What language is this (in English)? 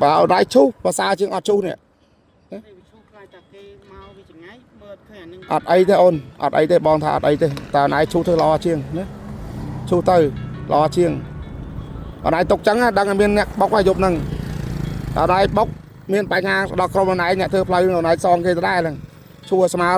Khmer